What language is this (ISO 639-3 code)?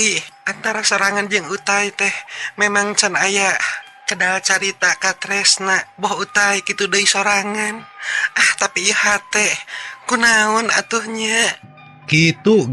sun